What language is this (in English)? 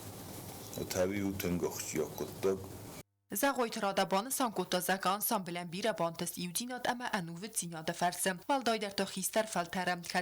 Ossetic